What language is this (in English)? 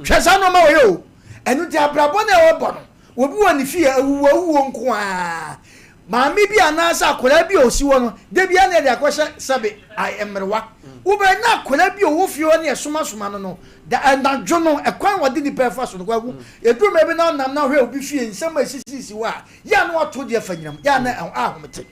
Akan